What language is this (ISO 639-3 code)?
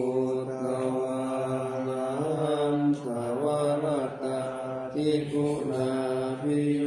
pli